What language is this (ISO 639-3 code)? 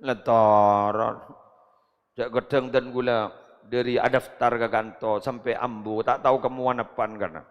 mad